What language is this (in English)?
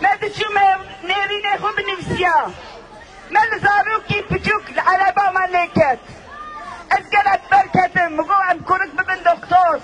Kurdish